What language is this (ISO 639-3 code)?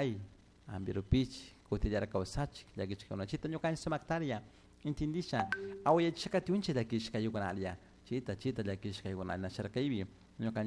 qug